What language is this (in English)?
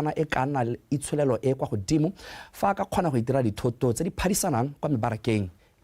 Tswana